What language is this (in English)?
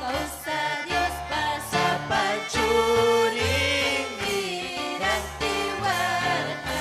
Ayacucho Quechua